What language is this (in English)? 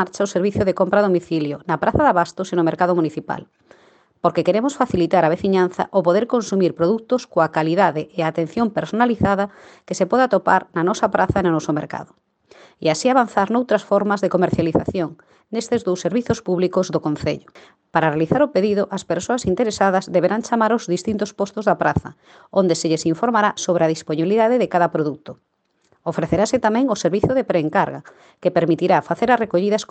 Galician